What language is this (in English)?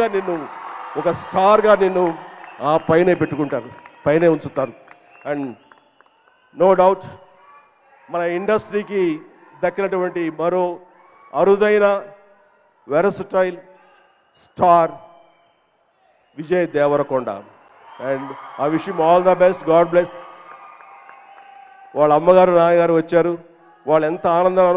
Telugu